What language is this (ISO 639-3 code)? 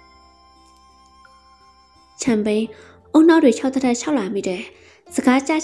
mya